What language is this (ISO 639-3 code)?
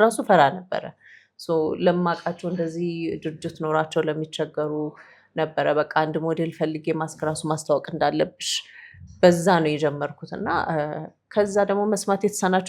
amh